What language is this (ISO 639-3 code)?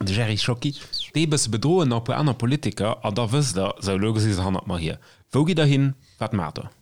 ltz